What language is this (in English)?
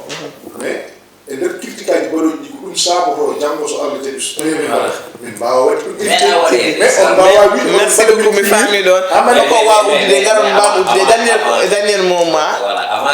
Fula